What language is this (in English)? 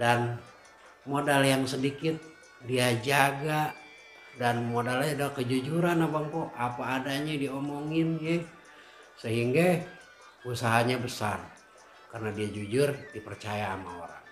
Betawi